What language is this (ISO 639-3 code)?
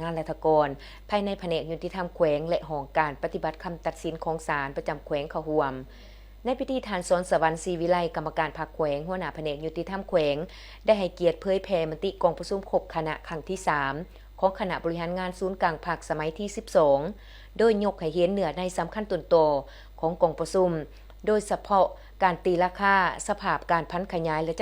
lao